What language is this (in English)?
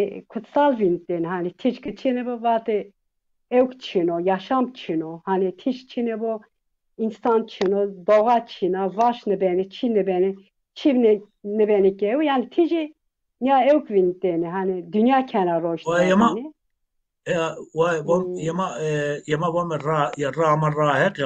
Zaza